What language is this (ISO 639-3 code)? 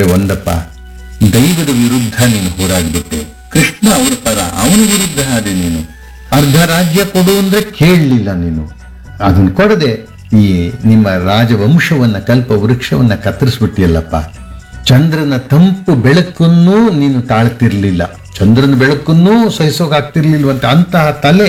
kan